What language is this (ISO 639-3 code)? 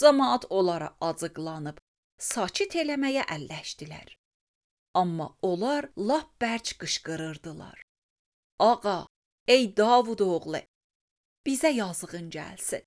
aze